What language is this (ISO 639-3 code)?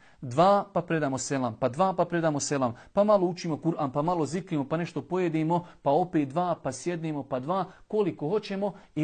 bos